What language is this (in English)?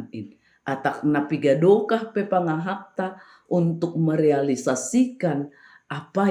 Batak Simalungun